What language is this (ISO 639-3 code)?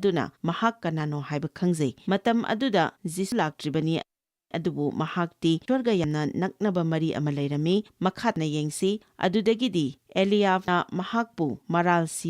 mni